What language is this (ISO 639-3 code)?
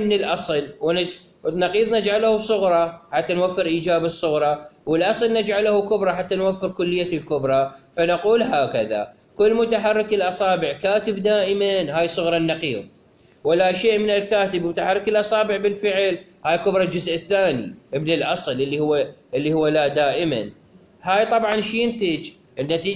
acm